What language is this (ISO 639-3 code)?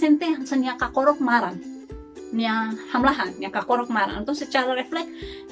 tet